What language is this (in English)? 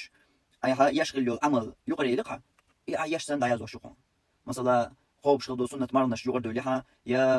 Chechen